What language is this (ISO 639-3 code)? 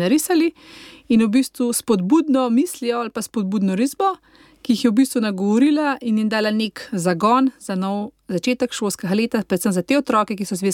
slv